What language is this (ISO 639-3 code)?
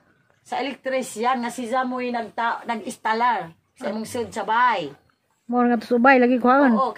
ceb